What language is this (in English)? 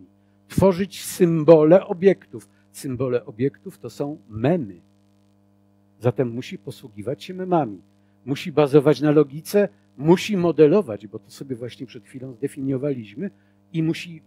Polish